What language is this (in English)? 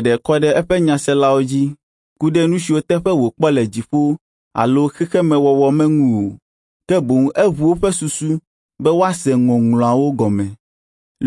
Ewe